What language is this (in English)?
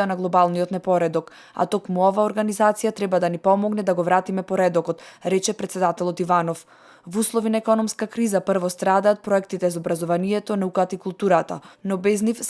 Macedonian